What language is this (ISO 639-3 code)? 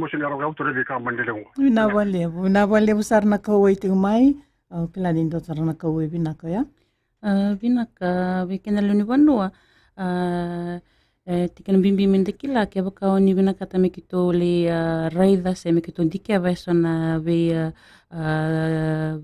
fij